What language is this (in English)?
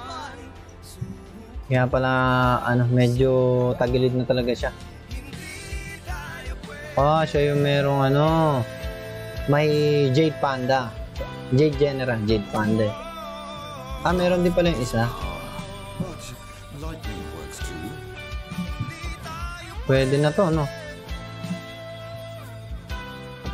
Filipino